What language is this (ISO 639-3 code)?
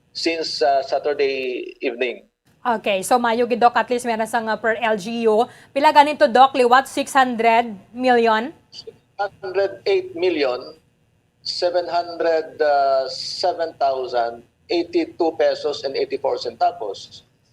hil